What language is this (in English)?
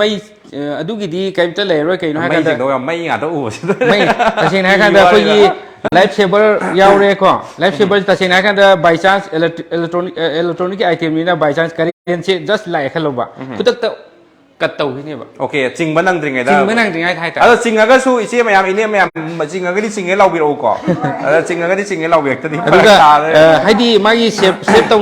Manipuri